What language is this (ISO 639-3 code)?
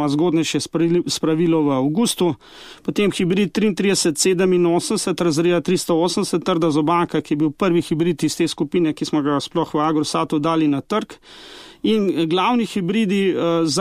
slv